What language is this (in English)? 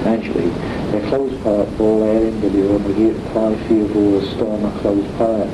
Manx